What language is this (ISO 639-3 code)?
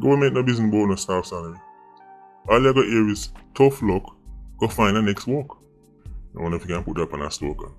jam